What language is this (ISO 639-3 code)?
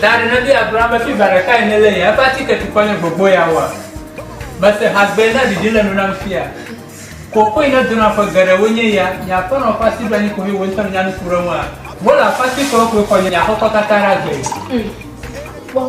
ewe